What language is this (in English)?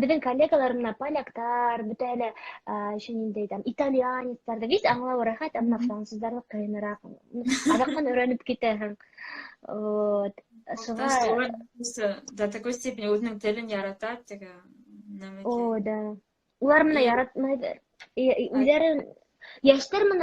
Bashkir